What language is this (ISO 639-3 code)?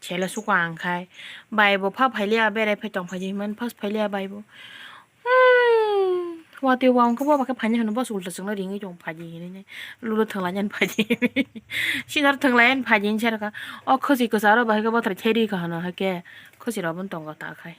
trp